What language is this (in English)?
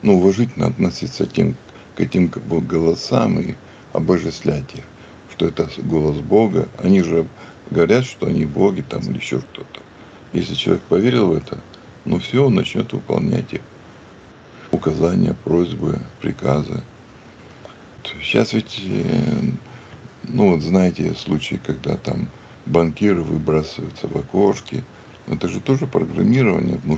Russian